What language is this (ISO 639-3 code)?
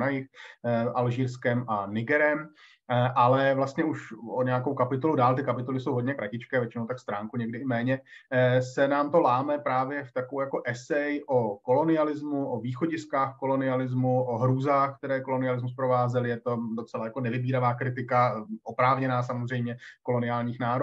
ces